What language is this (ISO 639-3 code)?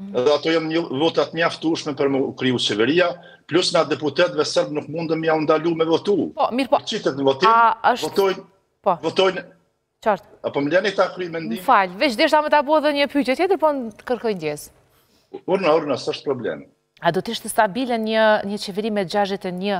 sqi